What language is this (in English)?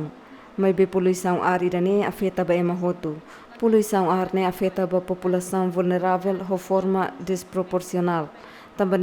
Tetum